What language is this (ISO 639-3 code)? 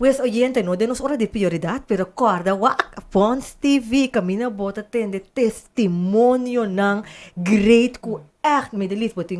pap